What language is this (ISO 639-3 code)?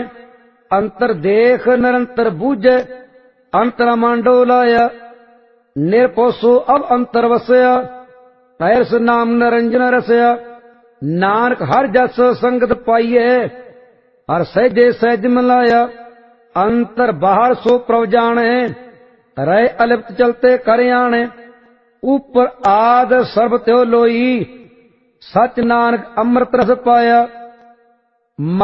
pan